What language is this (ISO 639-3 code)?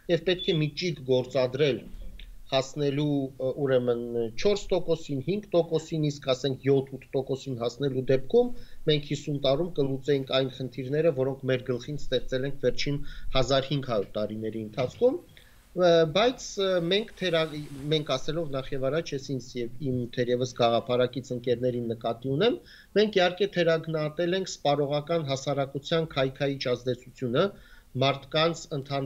hye